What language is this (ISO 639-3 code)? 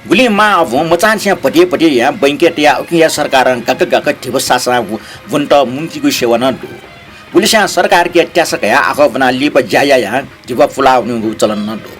new